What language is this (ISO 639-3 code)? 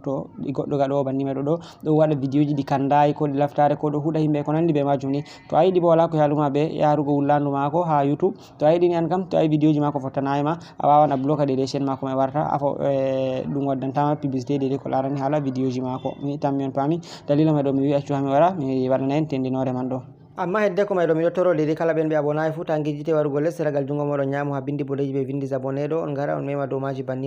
ful